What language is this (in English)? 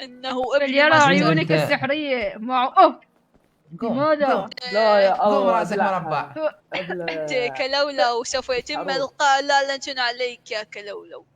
Mesopotamian Arabic